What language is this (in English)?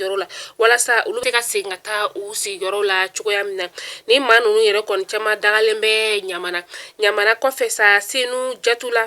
Bambara